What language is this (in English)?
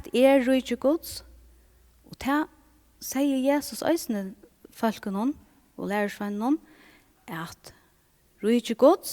Faroese